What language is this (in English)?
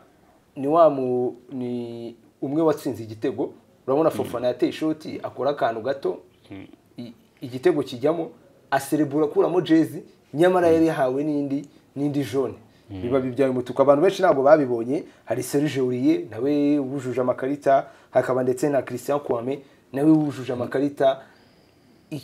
Kinyarwanda